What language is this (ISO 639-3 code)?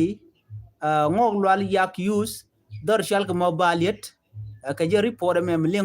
nus